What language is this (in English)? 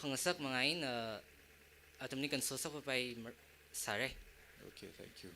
Tangkhul Naga (India)